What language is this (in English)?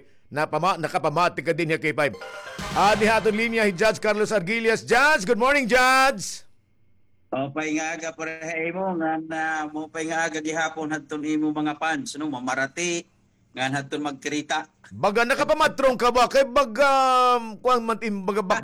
Waray